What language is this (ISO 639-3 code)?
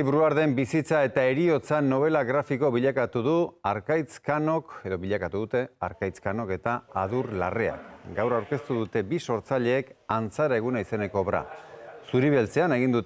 eus